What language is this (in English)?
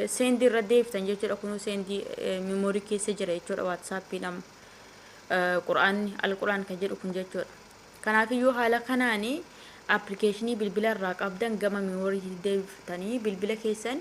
Oromo